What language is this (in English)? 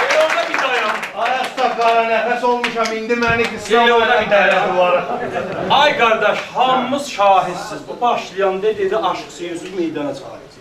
South Azerbaijani